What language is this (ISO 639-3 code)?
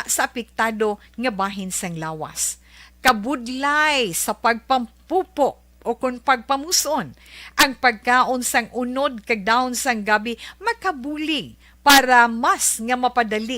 hil